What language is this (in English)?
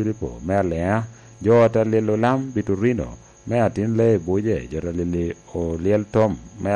Lango (Uganda)